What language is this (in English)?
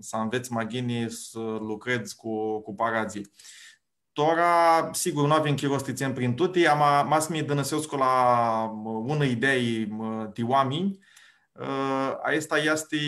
Aromanian